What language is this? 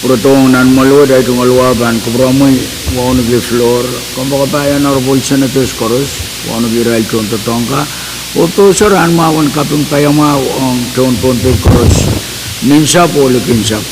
Pohnpeian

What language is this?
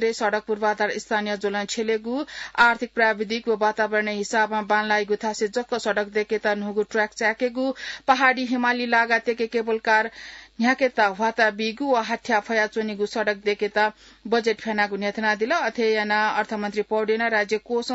Newari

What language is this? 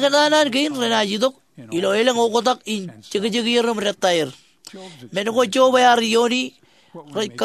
Marshallese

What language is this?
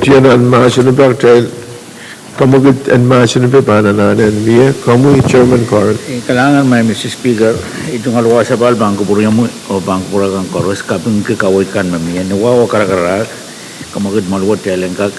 Pohnpeian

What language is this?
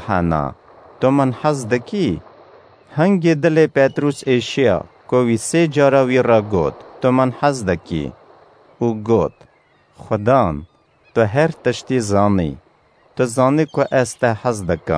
Kurdish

